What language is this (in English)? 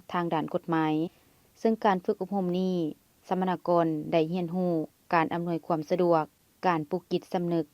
Lao